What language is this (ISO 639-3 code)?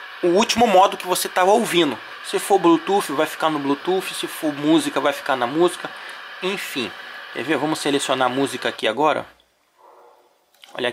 por